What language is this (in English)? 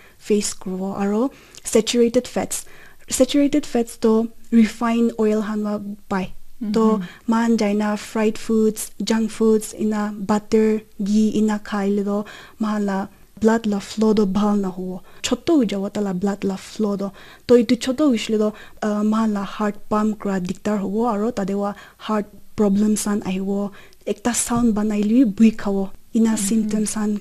Naga Pidgin